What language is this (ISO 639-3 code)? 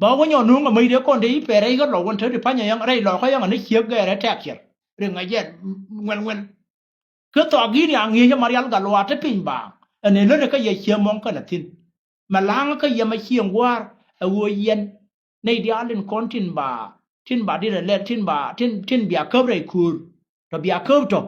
nus